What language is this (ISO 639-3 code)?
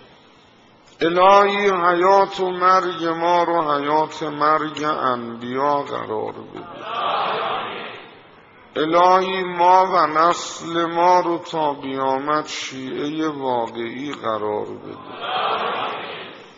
fas